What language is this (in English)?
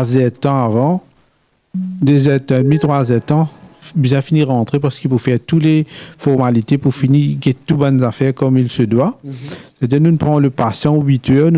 Morisyen